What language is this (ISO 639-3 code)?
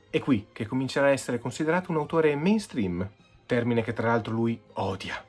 ita